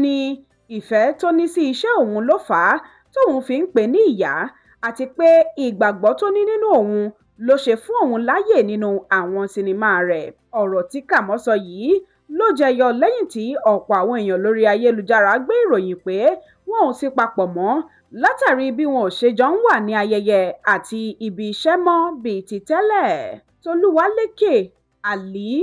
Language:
Yoruba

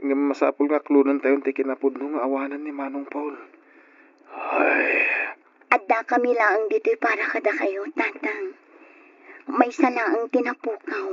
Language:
Iloko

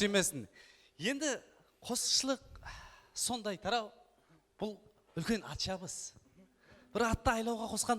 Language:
Kara-Kalpak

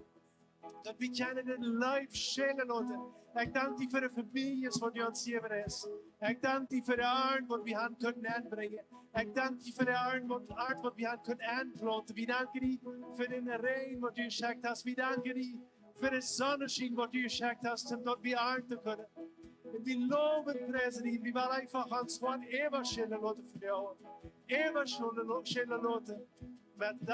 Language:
Plautdietsch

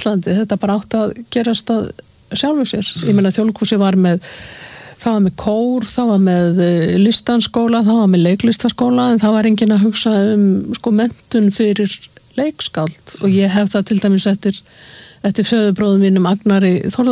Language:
Icelandic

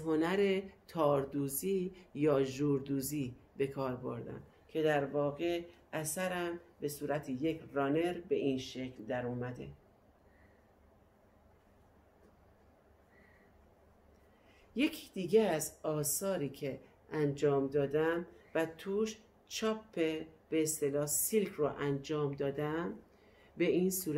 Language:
Persian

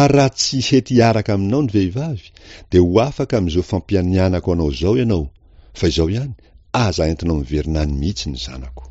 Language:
Malagasy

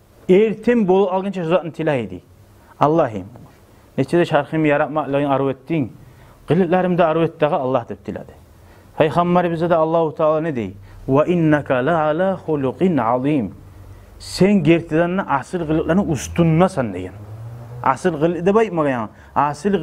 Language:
Kumyk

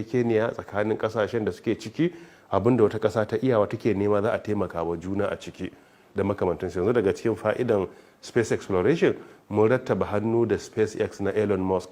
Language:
Hausa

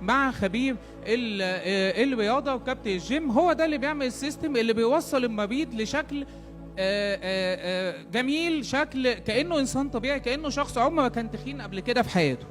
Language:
Egyptian Arabic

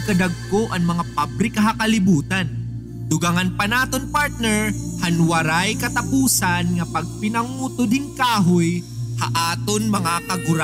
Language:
Waray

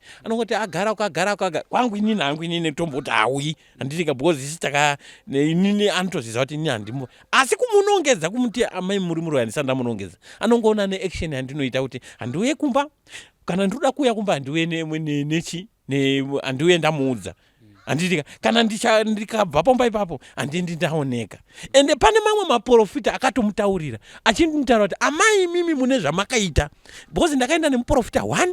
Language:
Shona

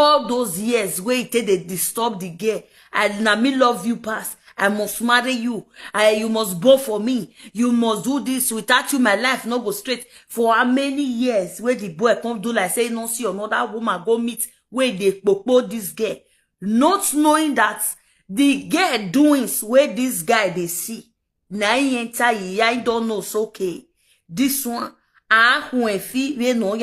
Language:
Nigerian Pidgin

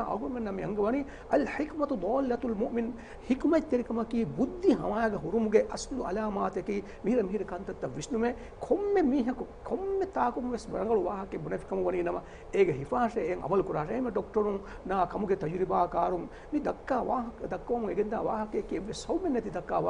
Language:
Divehi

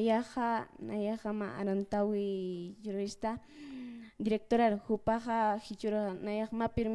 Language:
Aymara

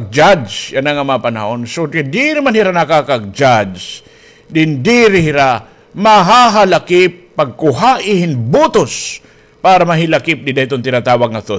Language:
Waray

